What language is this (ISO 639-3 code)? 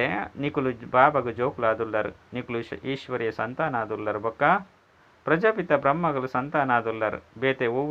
tcy